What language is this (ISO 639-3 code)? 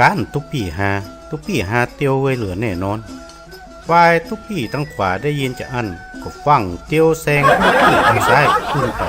nod